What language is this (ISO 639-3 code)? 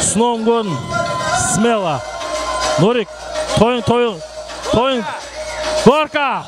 kaa